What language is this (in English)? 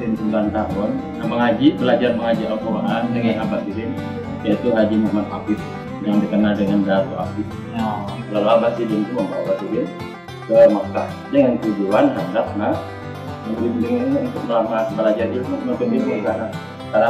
Banjar